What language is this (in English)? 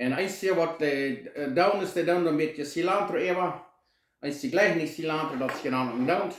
Plautdietsch